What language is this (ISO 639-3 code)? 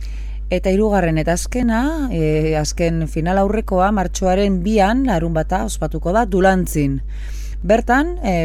eus